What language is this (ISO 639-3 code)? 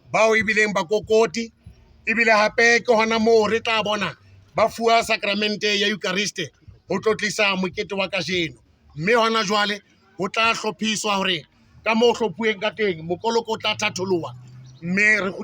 sot